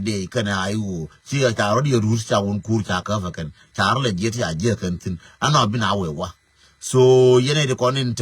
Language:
Nuer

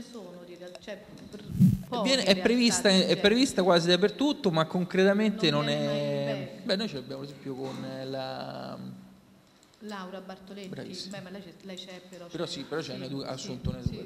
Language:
Italian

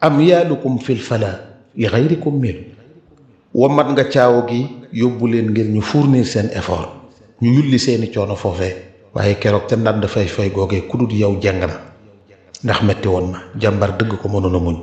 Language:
Wolof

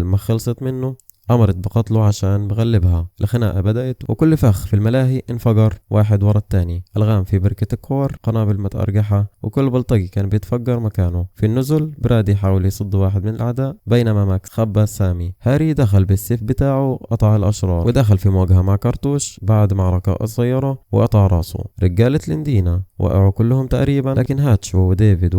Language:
Egyptian Arabic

